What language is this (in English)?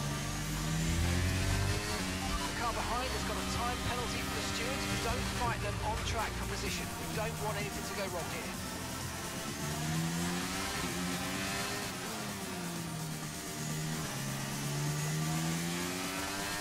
English